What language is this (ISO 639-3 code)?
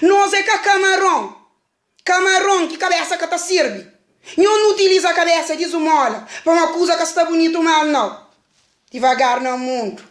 kea